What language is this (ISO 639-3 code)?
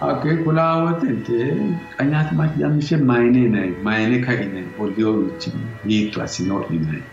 sid